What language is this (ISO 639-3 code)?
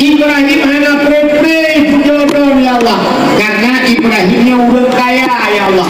ace